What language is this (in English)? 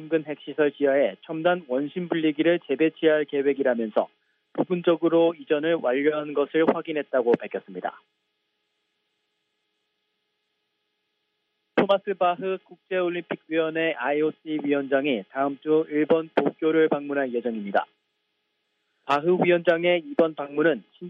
Korean